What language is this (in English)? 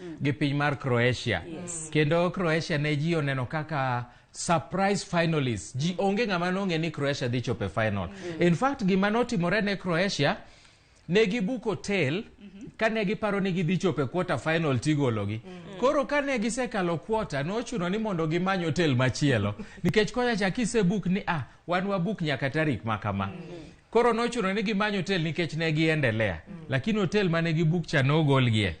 Luo (Kenya and Tanzania)